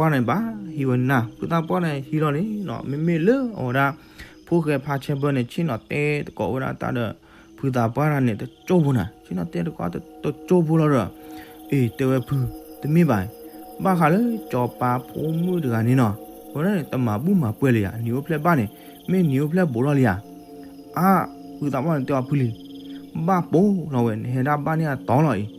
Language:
S'gaw Karen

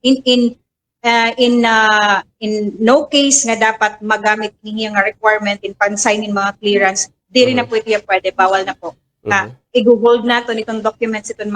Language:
Waray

